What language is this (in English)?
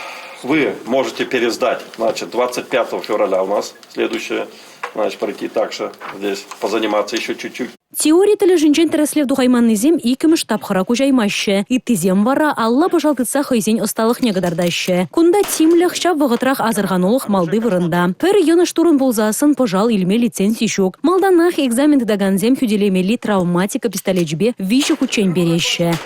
Chuvash